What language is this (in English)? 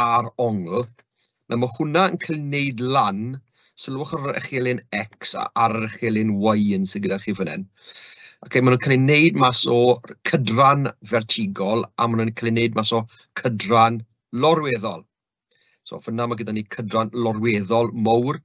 Welsh